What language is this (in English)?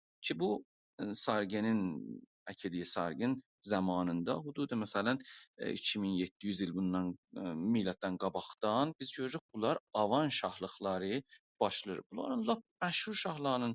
South Azerbaijani